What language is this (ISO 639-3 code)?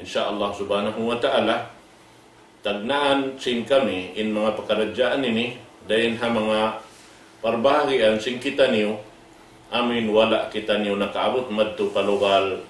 tsg